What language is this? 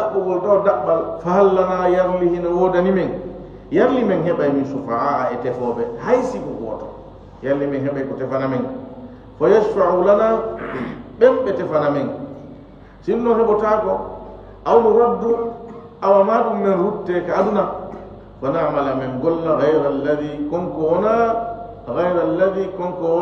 Fula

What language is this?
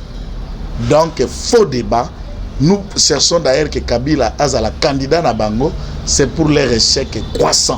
Lingala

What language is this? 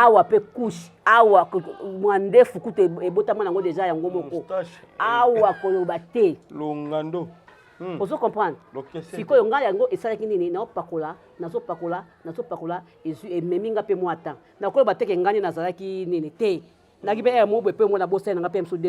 Lingala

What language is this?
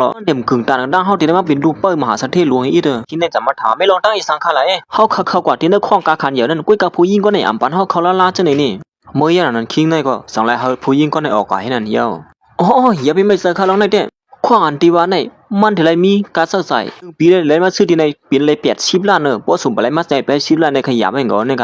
Shan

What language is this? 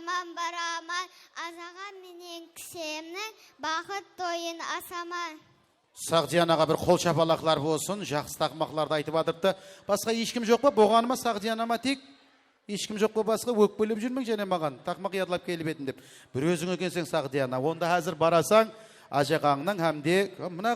Kara-Kalpak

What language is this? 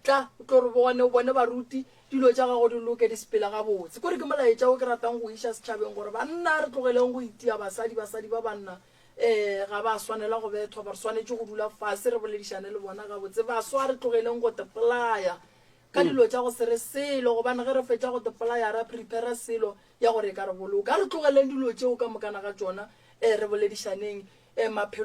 Northern Sotho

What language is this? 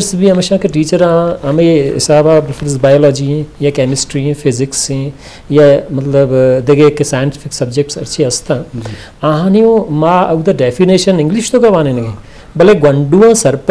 Eastern Balochi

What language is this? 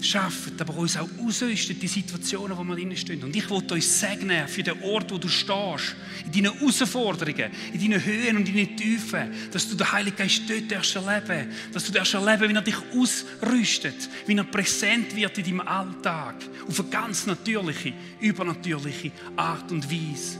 Swiss German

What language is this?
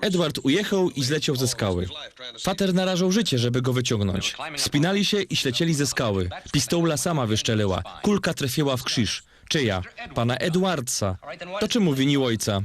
Silesian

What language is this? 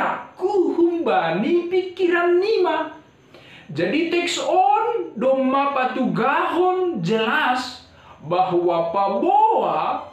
Batak Simalungun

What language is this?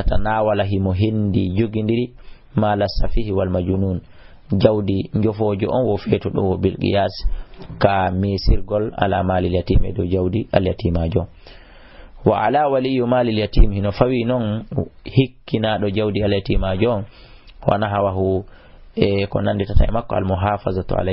Fula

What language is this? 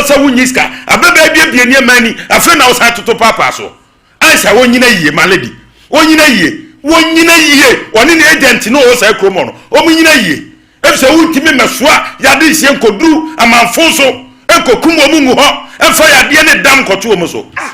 Akan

